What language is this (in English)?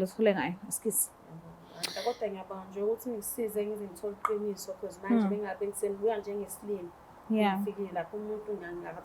Zulu